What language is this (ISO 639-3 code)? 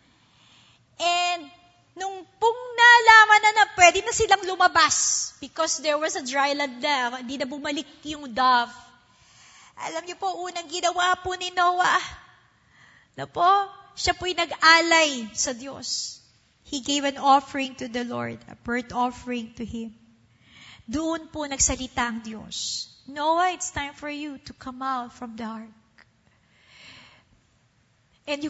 fil